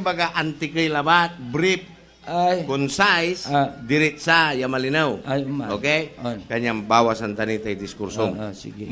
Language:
Pangasinan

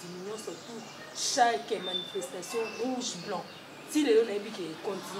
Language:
Lingala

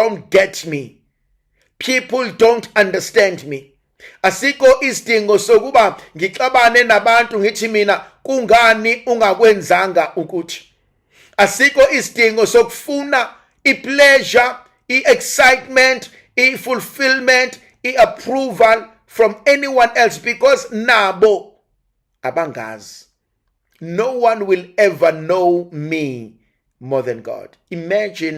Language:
Zulu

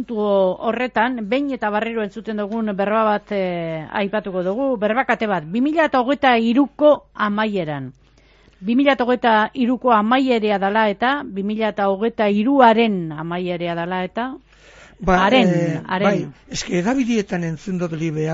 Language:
Basque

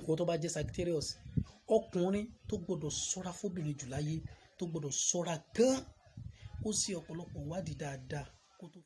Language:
Yoruba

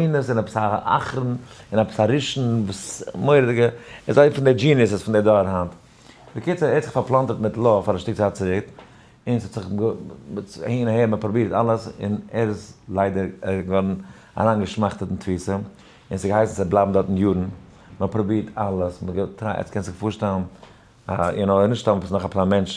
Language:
Yiddish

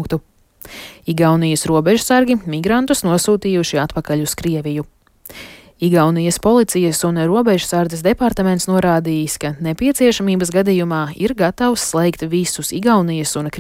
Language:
Latvian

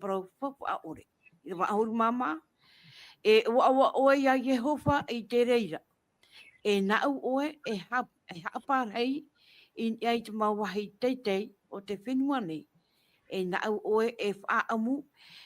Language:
Tahitian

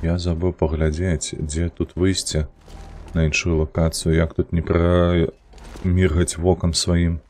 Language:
Belarusian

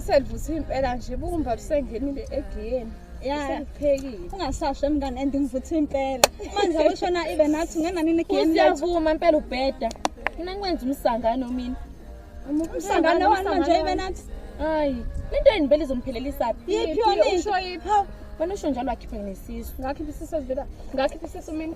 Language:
Zulu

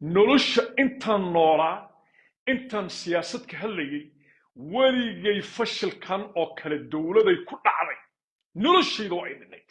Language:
Somali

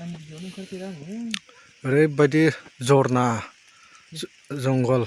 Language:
Bodo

